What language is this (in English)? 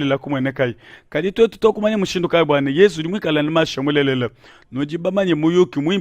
Luba-Lulua